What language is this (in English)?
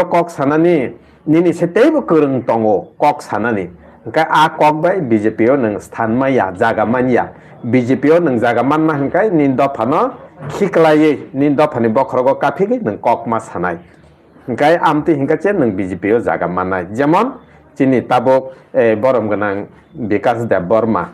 Kok Borok